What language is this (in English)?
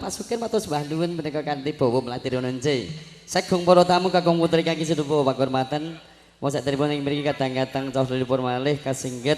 Javanese